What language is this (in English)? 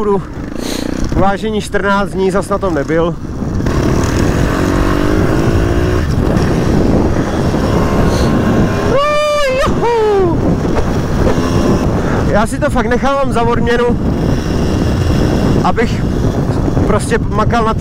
Czech